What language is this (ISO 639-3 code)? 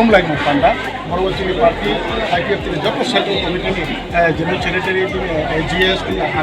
trp